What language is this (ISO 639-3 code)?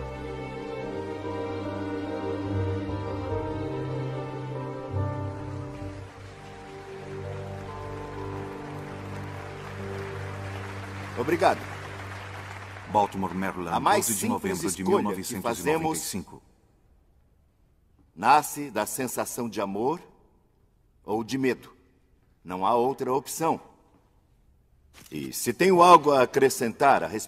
por